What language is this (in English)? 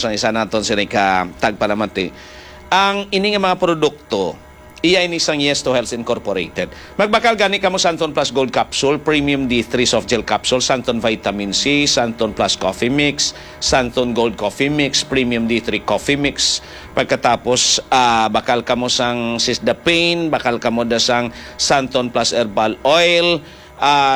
Hiligaynon